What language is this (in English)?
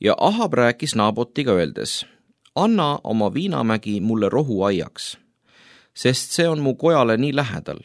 Estonian